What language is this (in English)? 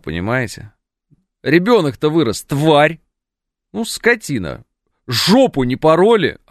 Russian